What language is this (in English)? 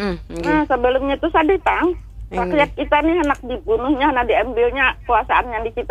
Banjar